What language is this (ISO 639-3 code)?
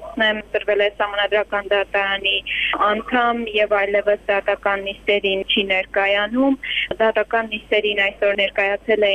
hye